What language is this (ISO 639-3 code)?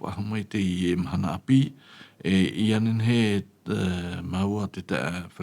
tah